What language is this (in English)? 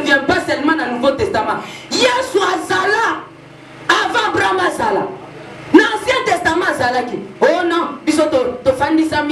Lingala